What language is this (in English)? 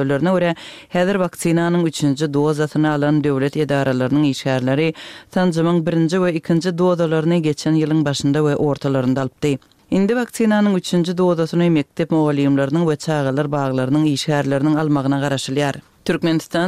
Turkmen